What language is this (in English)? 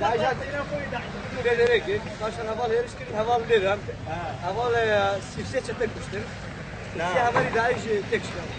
Kurdish